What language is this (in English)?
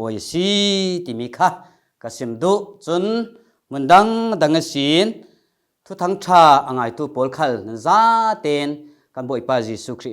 Falam Chin